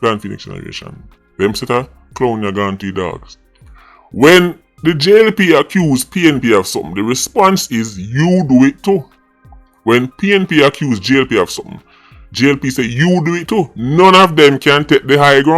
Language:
Jamaican Creole English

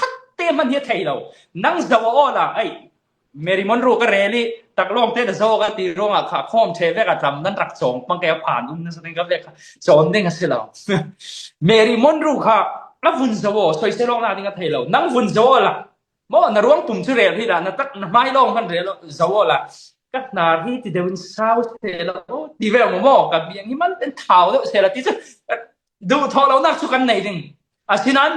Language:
Falam Chin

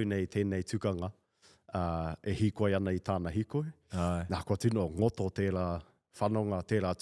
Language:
Māori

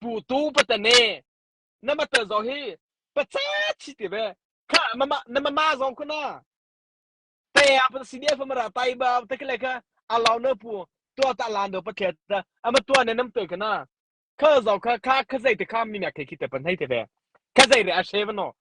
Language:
Mara Chin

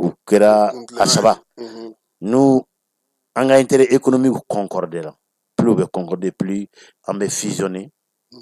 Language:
Bambara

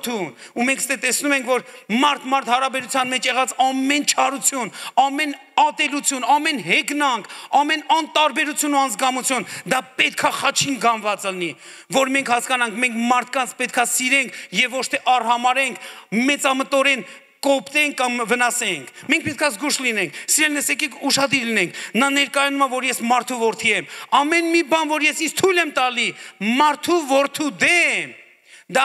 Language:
Armenian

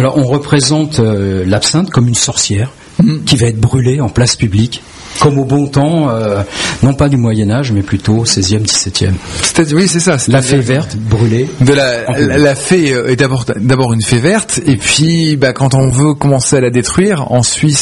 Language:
French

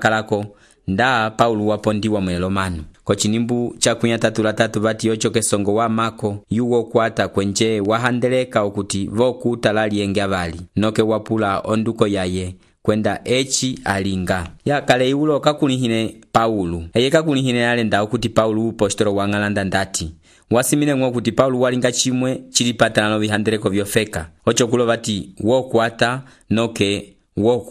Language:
Umbundu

